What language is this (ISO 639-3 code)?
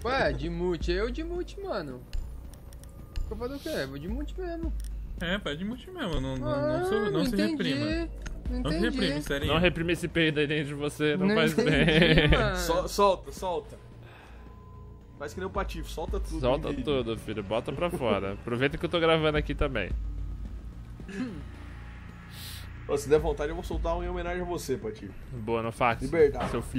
por